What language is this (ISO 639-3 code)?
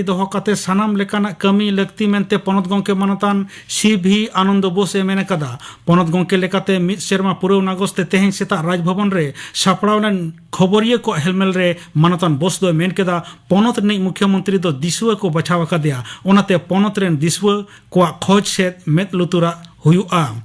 sat